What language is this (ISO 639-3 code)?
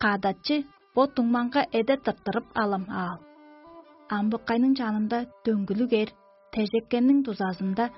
tyv